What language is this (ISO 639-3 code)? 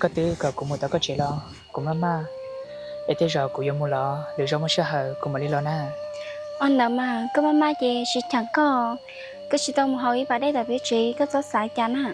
hmn